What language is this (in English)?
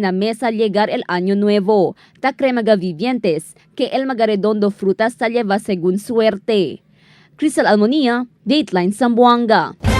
Chavacano